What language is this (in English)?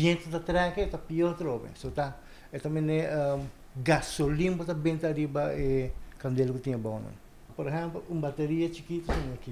Papiamento